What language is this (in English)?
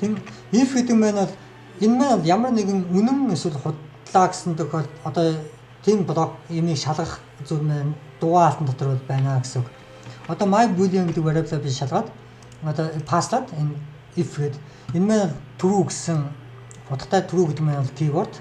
Mongolian